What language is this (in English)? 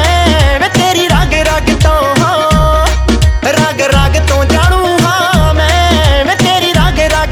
Punjabi